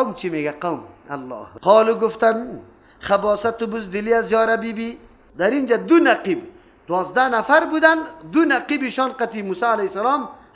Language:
Persian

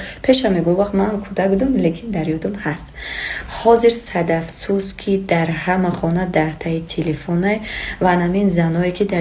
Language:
Tajik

